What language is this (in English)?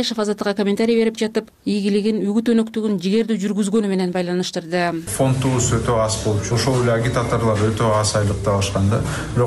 Kyrgyz